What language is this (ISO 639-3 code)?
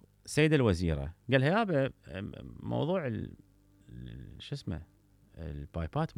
acm